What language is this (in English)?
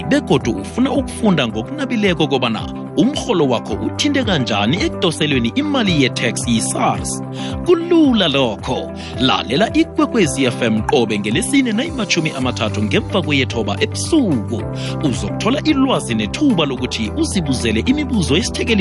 South Ndebele